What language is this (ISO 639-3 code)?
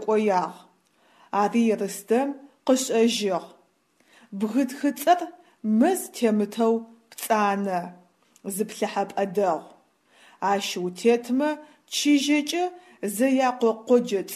ady